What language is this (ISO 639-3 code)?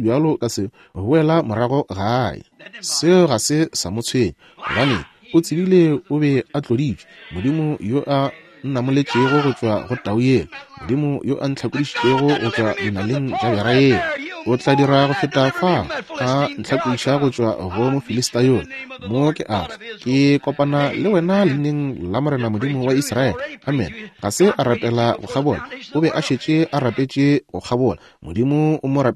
nso